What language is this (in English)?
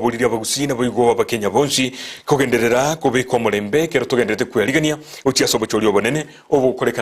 Gusii